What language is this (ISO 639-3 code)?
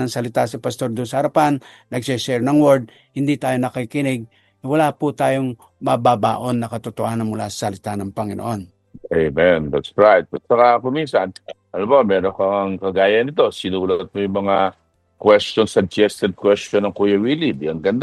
fil